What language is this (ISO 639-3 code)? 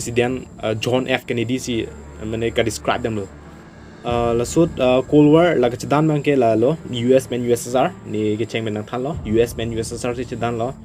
mjw